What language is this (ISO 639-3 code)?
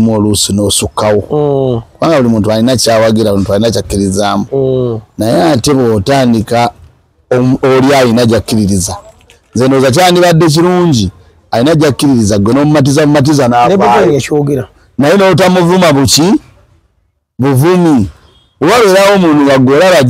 lug